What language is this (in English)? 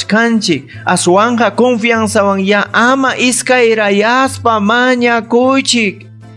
Ayacucho Quechua